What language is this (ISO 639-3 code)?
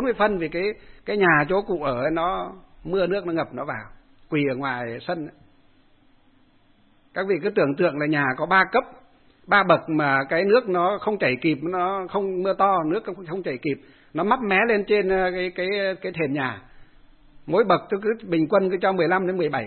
vie